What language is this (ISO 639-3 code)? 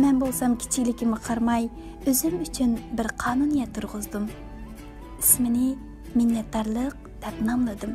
uig